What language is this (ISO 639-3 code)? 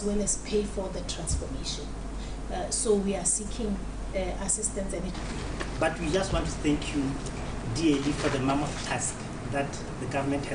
tsn